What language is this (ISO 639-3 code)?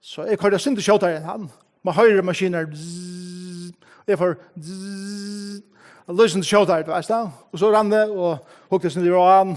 fao